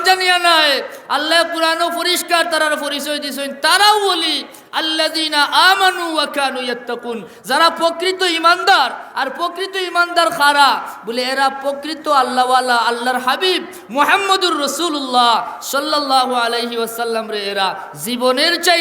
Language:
Sylheti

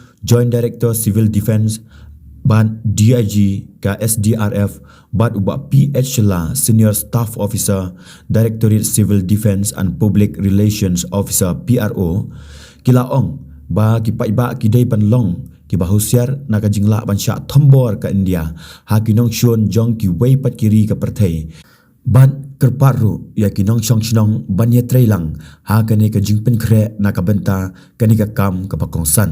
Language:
Khasi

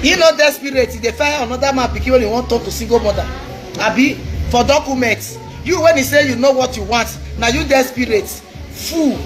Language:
Nigerian Pidgin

